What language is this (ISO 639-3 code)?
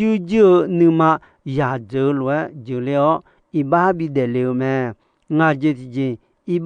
ahk